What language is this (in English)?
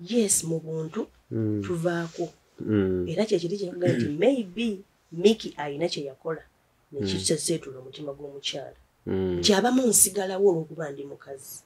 Ganda